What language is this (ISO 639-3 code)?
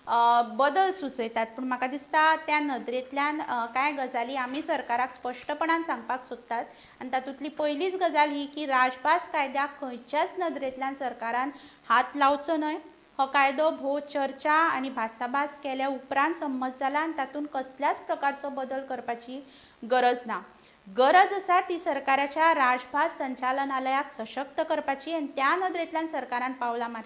kok